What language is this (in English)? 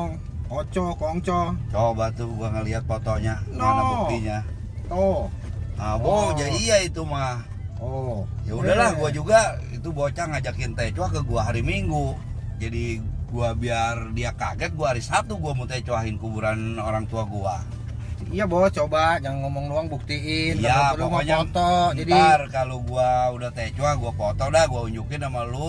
Betawi